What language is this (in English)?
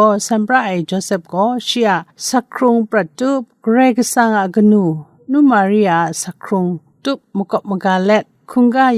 Kachin